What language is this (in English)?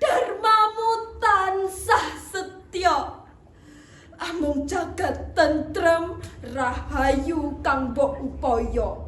Javanese